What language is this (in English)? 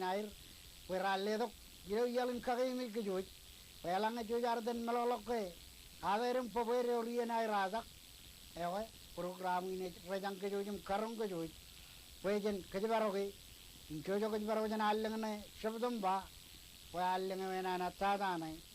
Marshallese